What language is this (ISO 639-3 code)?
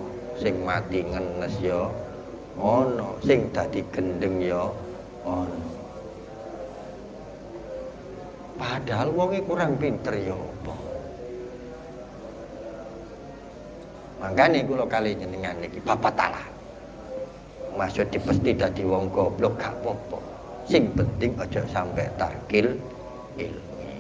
jav